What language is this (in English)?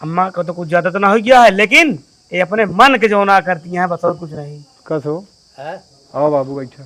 Awadhi